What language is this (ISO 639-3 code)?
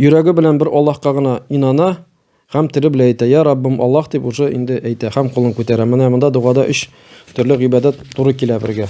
tat